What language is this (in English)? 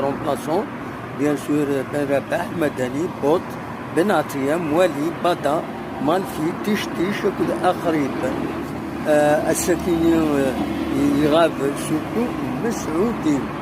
Kabyle